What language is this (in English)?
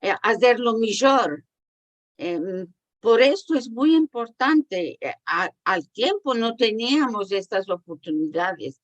Ladino